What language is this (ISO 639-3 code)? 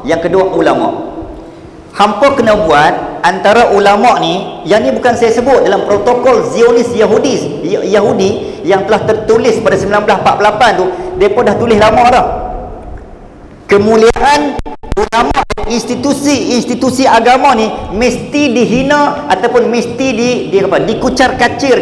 msa